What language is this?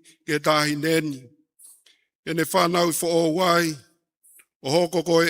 Tongan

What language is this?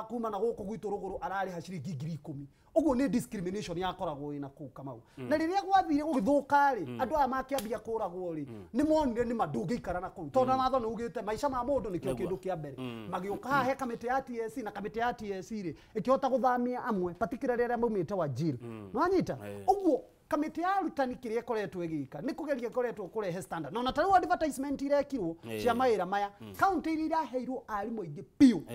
Kikuyu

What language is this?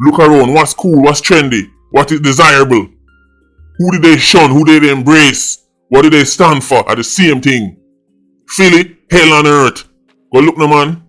Jamaican Creole English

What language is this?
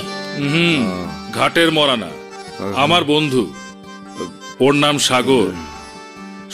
Bangla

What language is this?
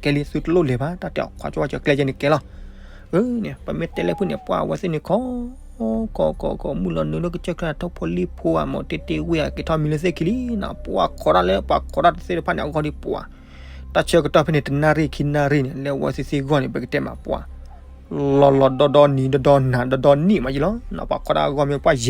S'gaw Karen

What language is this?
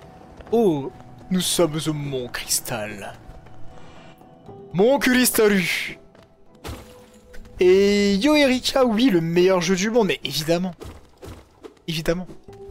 French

